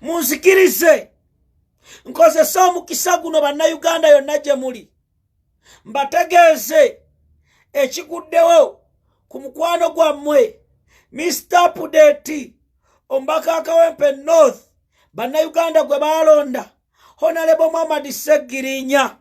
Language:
Ganda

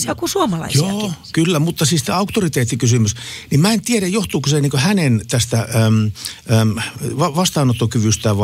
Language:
Finnish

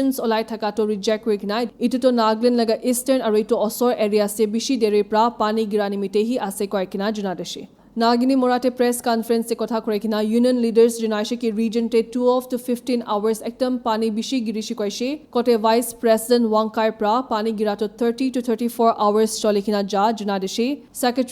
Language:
Naga Pidgin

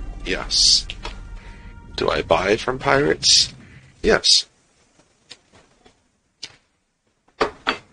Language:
English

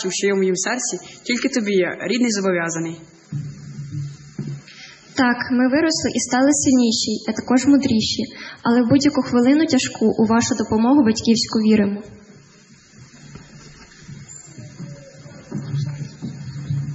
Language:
Ukrainian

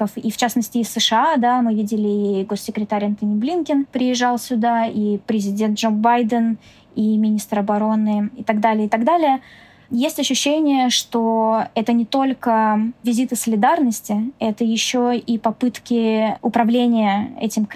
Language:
Russian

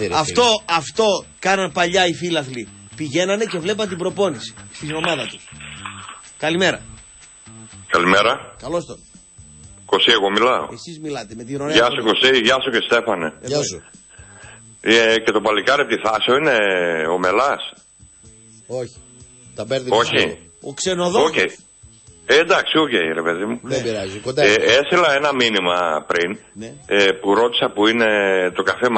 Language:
Greek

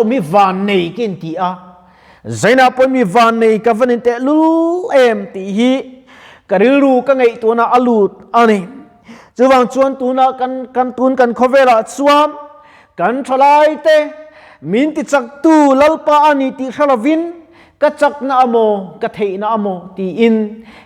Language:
Mizo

